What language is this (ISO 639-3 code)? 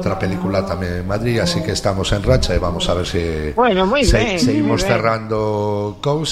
glg